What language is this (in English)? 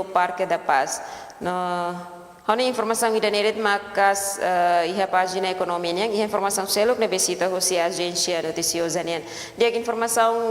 Tetum